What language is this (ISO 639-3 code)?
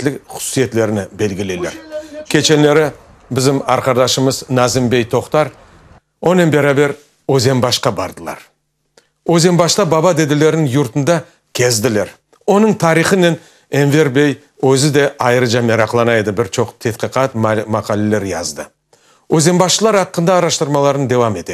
crh